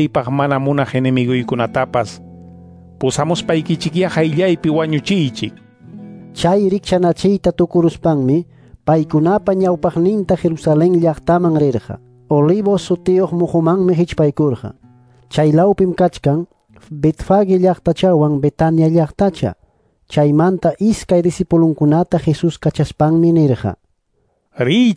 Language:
Quechua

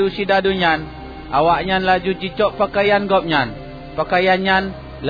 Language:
Achinese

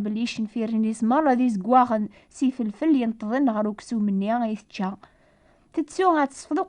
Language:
Kabyle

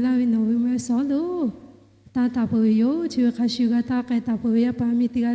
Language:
Lahu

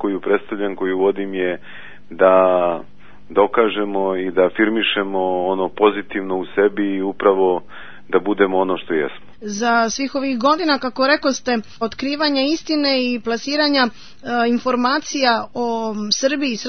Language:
Serbian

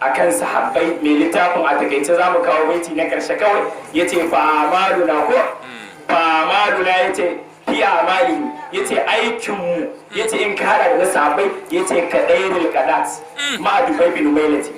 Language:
Hausa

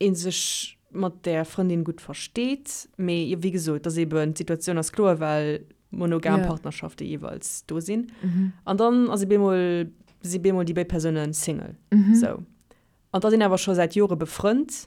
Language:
Luxembourgish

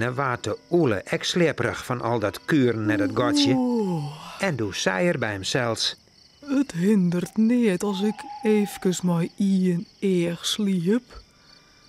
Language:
Western Frisian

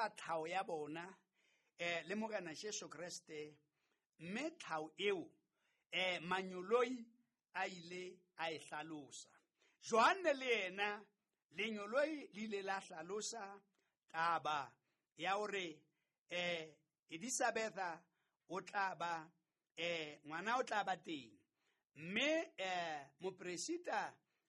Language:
Southern Sotho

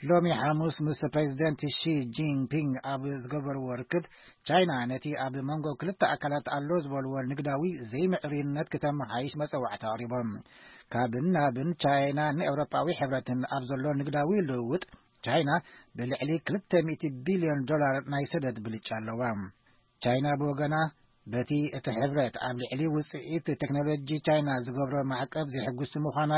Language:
Tigrinya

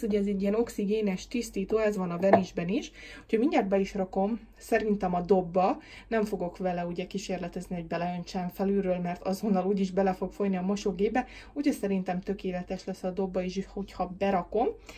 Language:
Hungarian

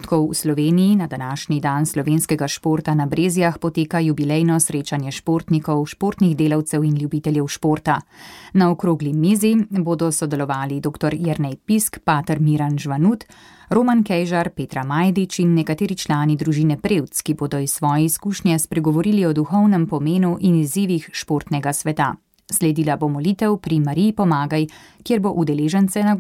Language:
Slovenian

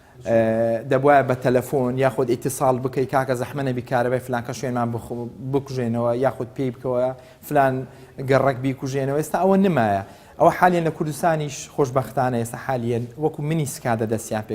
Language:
Central Kurdish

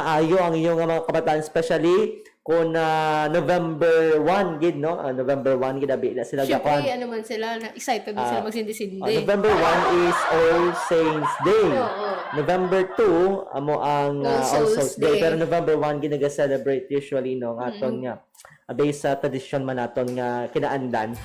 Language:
Hiligaynon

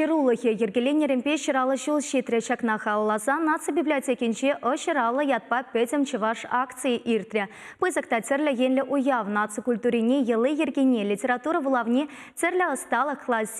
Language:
Chuvash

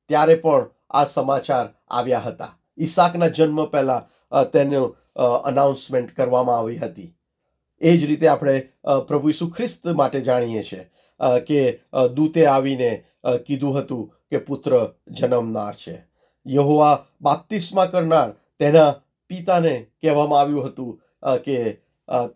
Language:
Gujarati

